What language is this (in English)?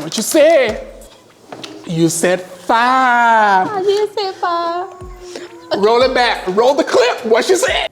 Papiamento